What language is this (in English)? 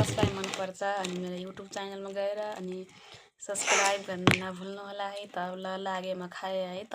Nepali